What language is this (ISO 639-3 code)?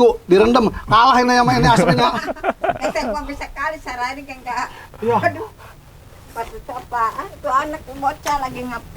bew